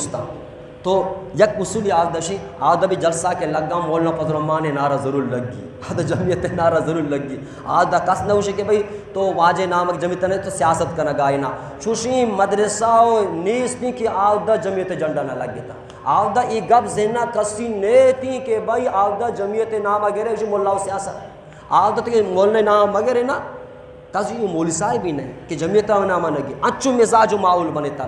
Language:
Baluchi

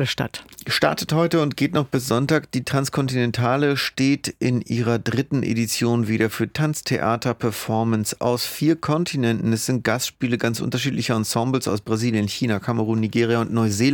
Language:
German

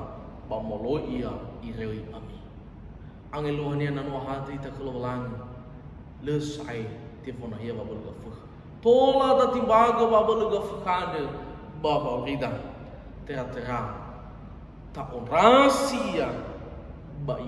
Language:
Nias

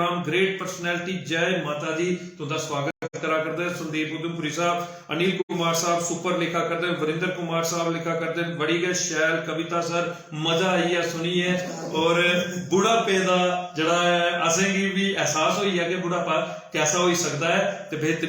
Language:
Dogri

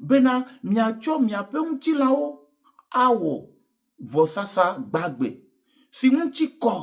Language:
Ewe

